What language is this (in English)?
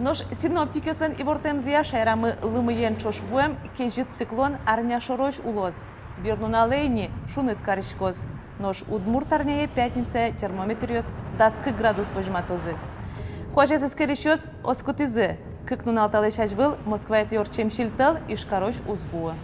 Udmurt